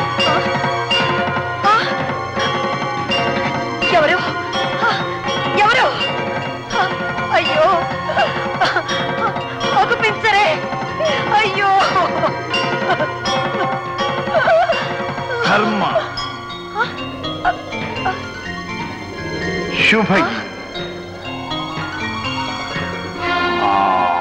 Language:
Telugu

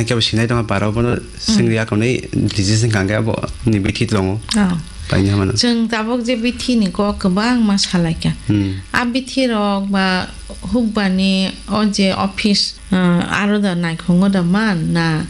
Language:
Kok Borok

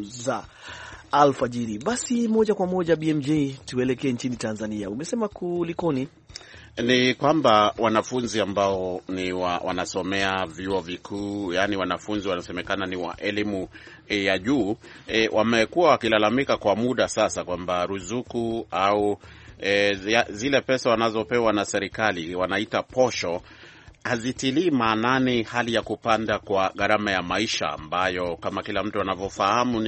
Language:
Swahili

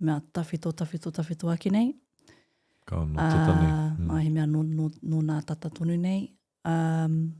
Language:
Māori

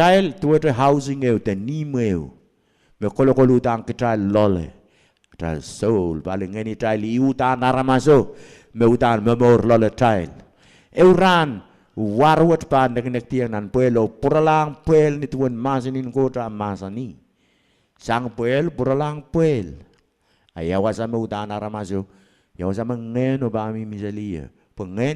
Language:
Pohnpeian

